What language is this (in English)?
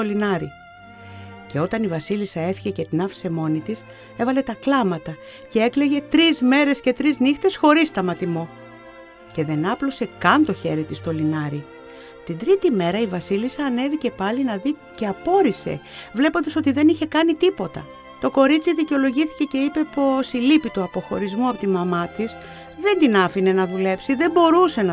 Greek